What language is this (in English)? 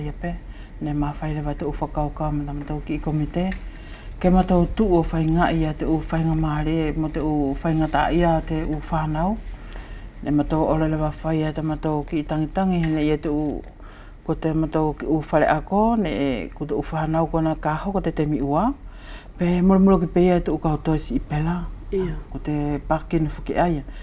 Wallisian